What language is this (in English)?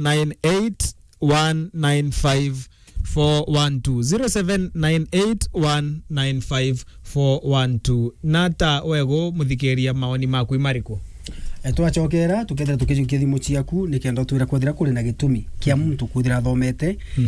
Meru